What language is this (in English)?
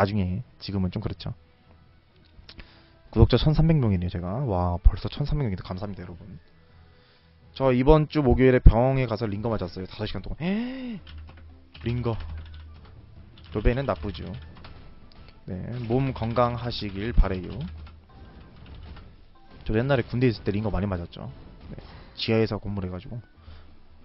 Korean